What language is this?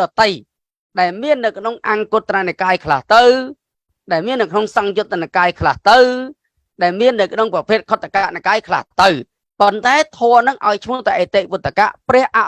Khmer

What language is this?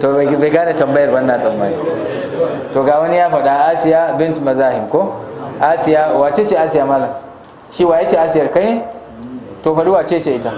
Hausa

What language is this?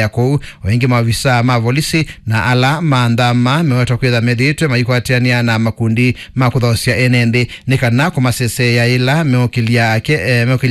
Kamba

